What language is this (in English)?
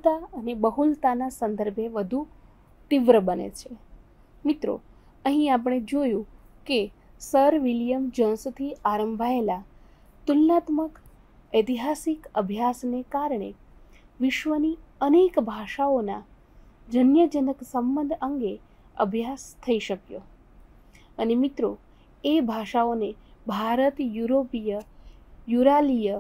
Gujarati